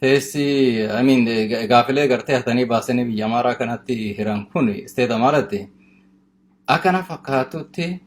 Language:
Oromo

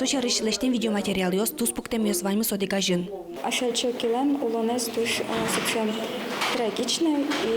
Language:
Udmurt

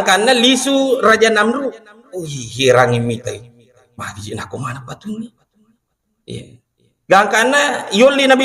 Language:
Buginese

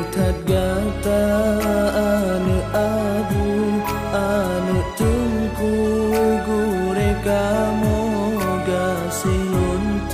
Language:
Achinese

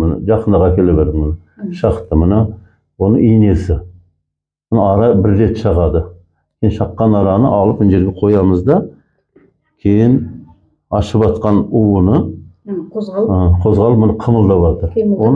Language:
Kazakh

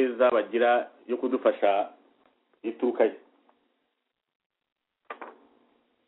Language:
Kinyarwanda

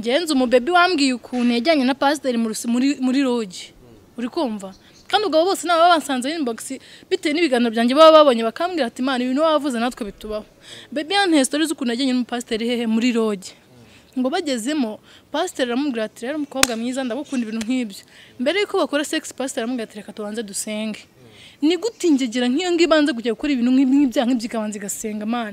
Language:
Kinyarwanda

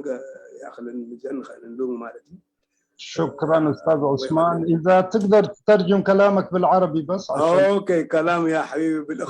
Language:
Tigrinya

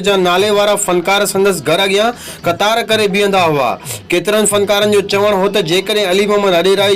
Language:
Sindhi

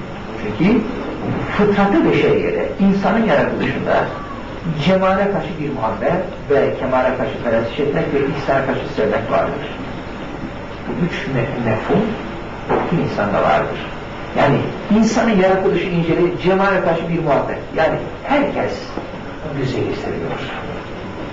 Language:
Turkish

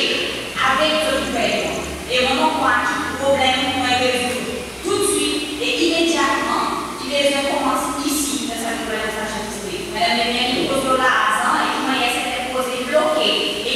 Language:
Seselwa Creole French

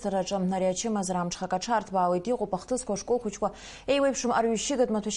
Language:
Abkhazian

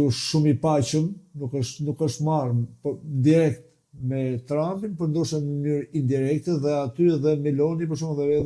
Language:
Albanian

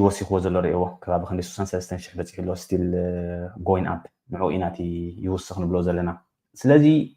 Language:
Tigrinya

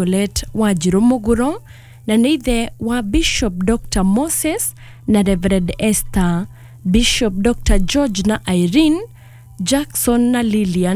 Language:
Kikuyu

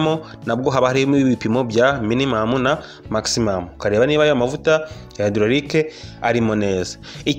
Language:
Kinyarwanda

